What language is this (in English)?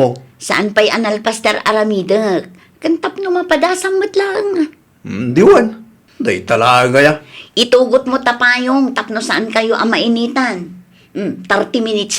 Iloko